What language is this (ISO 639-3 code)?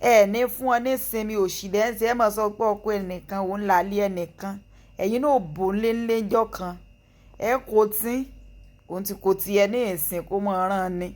yor